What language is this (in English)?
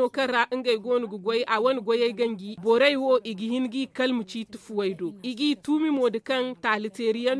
Zarma